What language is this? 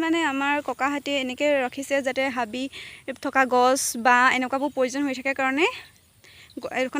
Assamese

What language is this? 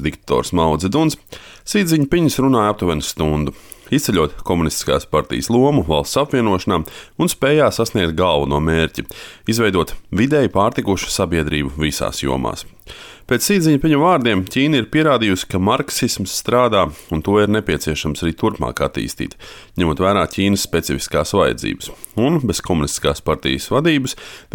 Latvian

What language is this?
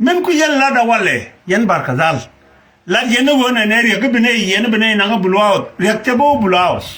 Nuer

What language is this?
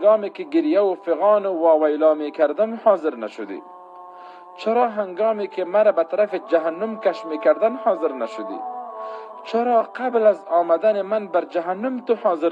Tajik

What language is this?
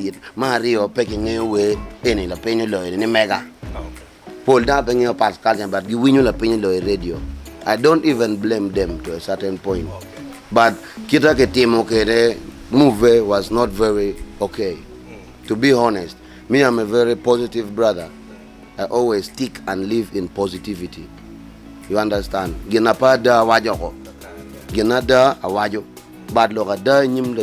Acoli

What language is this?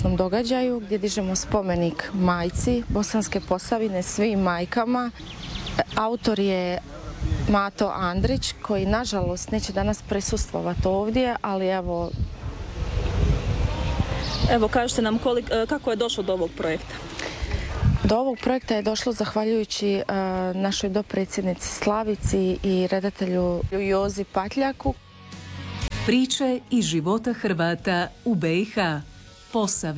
Croatian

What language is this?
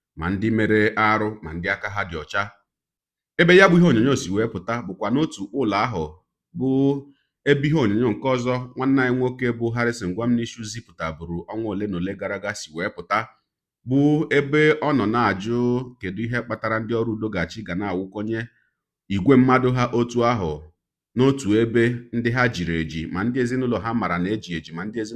Igbo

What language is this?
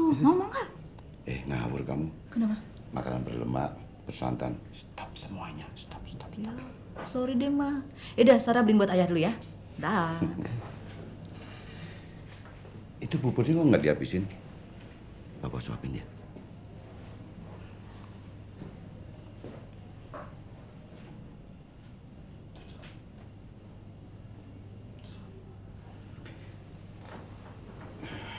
Indonesian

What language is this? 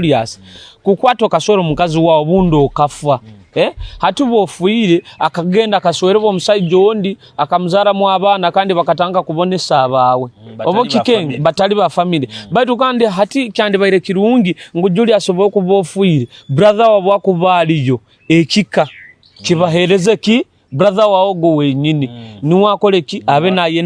Nyoro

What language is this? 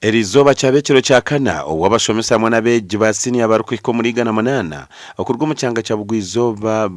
Nyankole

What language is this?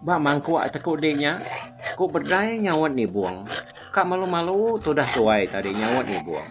Iban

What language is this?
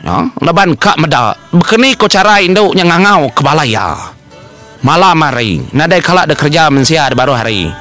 Iban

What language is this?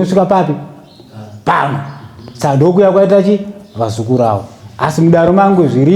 Shona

